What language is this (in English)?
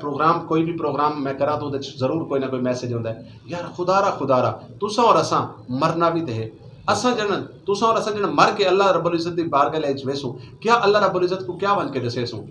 Saraiki